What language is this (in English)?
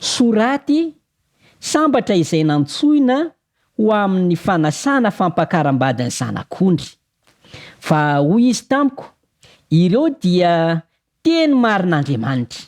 Malagasy